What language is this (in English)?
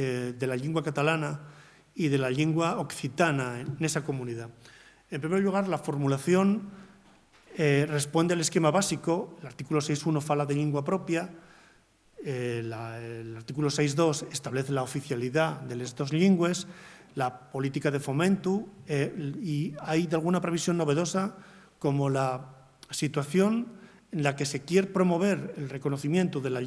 Asturian